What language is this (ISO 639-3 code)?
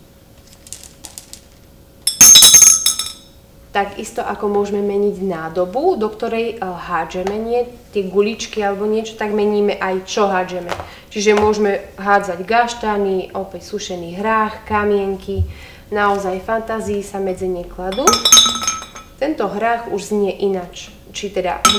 slk